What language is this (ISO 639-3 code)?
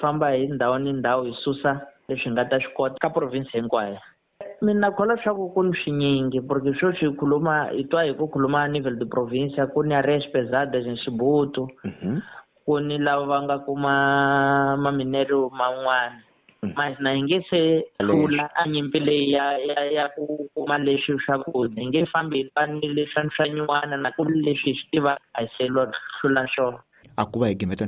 tso